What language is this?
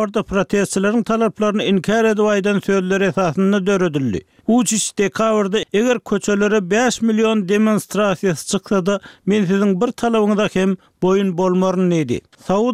Turkmen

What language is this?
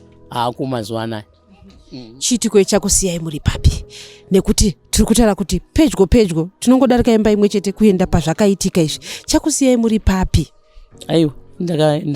Shona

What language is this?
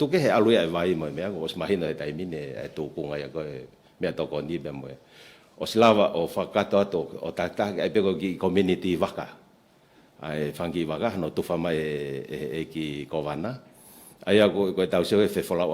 Tongan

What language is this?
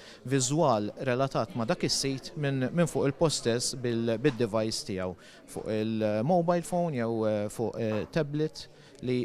Maltese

